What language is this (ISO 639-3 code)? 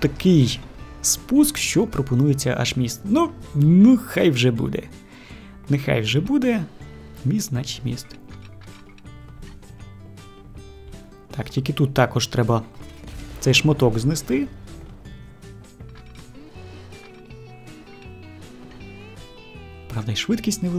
ukr